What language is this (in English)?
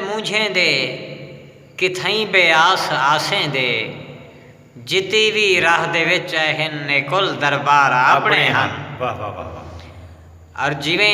Saraiki